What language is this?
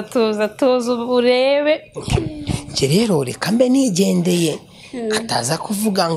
Kinyarwanda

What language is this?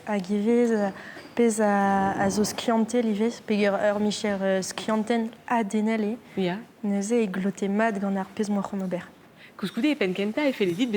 Breton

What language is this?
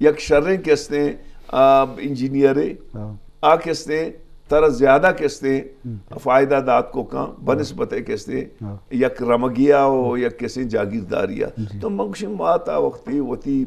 Eastern Balochi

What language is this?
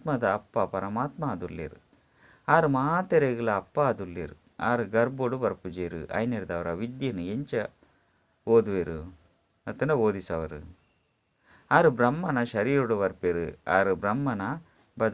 Tulu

